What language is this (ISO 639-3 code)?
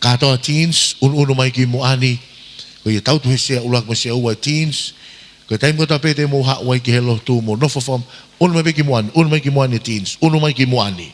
ton